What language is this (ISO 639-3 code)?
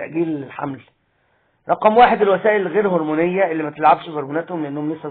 arz